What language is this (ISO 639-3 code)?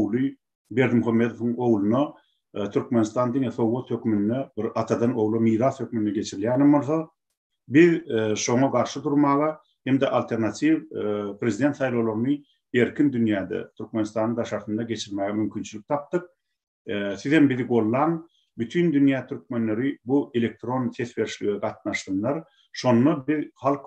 tuk